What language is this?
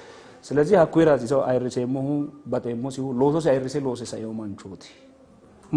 Sidamo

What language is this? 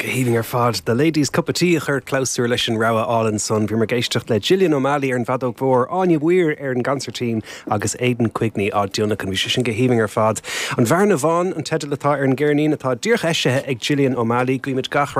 Irish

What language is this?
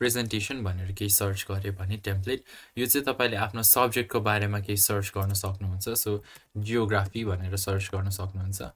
Nepali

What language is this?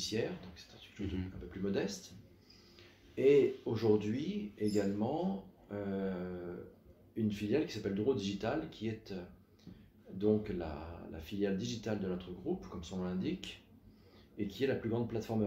French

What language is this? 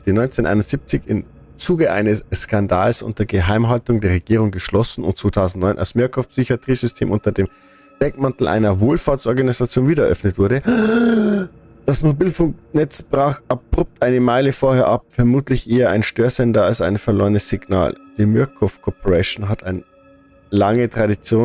Bavarian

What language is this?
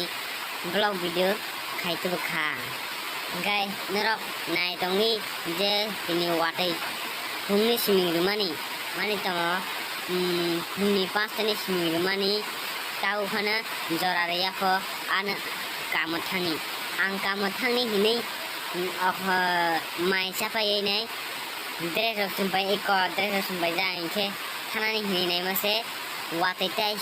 Kok Borok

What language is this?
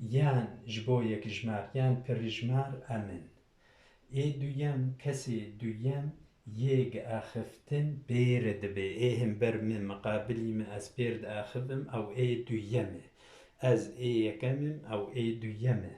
Kurdish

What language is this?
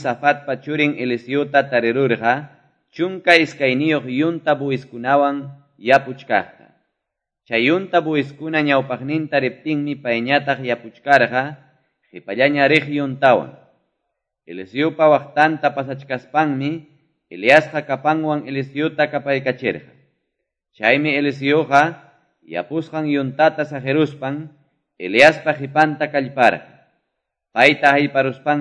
Quechua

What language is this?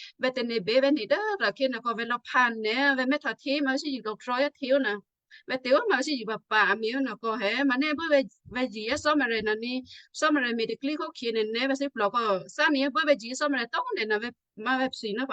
Western Kayah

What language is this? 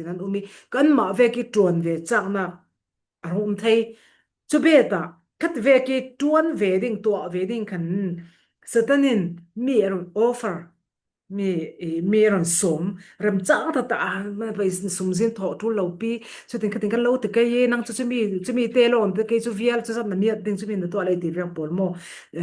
Falam Chin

